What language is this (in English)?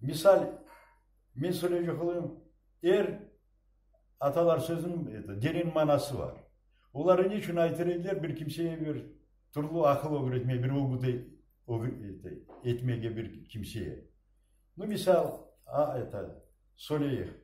Crimean Tatar